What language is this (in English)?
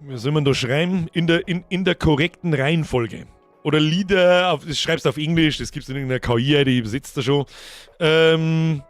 Bavarian